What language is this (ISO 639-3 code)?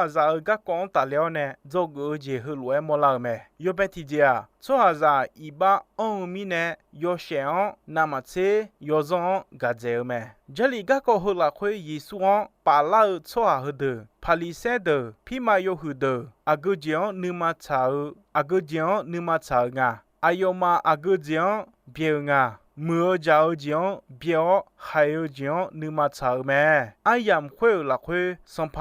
ahk